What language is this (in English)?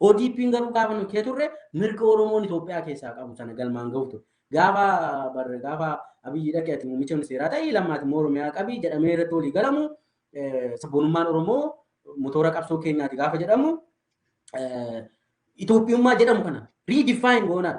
Oromo